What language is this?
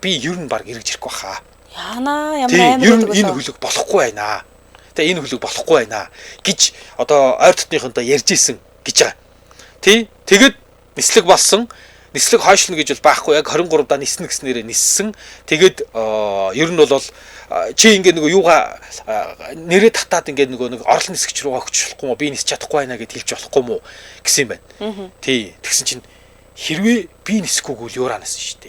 Mongolian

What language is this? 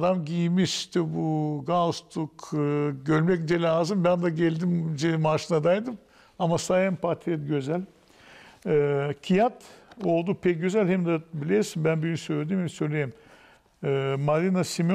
Gagauz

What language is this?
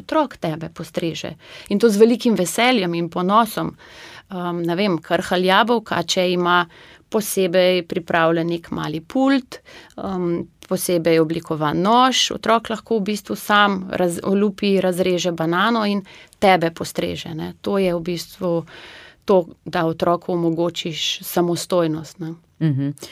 Slovenian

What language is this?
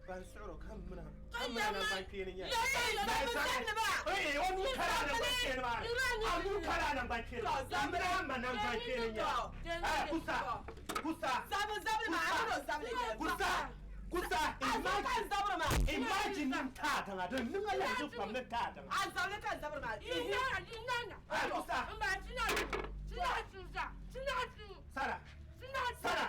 Dagbani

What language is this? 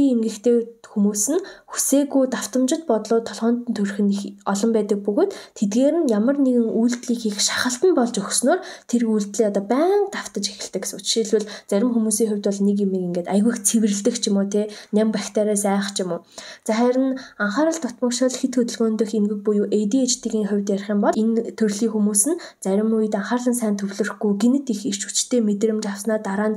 Mongolian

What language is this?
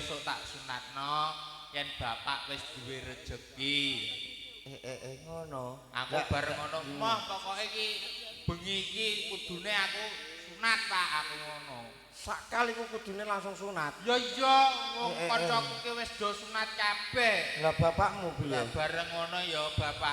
Javanese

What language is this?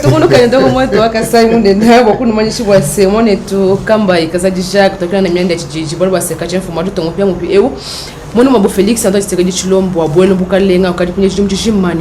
Luba-Lulua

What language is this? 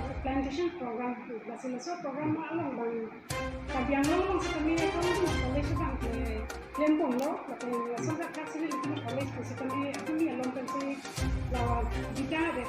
Karbi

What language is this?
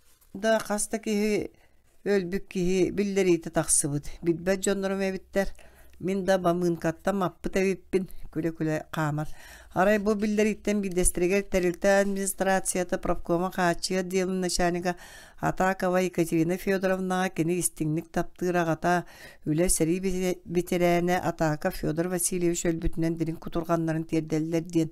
Yakut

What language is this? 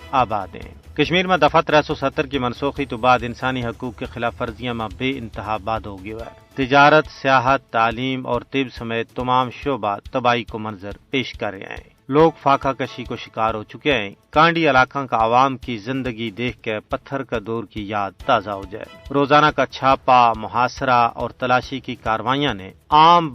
Gujari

